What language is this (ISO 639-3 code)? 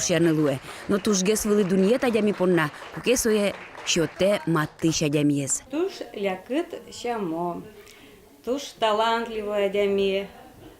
udm